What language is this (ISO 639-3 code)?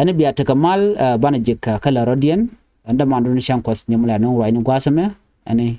nus